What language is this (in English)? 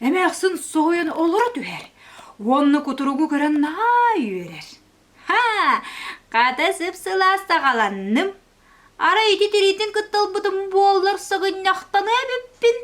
Yakut